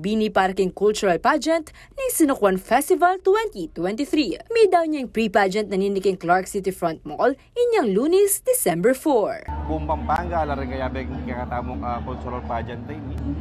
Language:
Pampanga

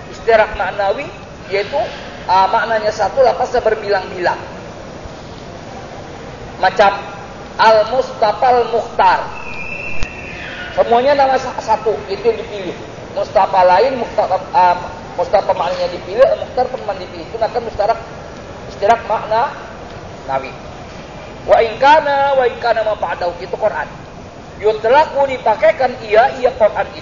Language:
Indonesian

